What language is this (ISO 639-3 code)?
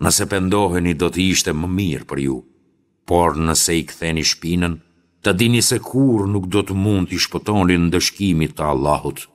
sqi